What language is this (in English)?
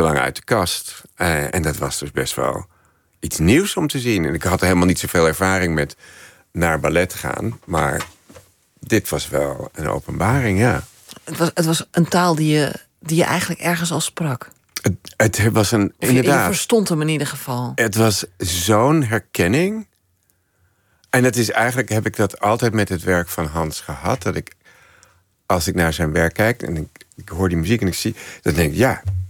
Dutch